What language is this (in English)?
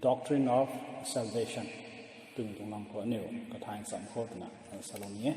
Rongmei Naga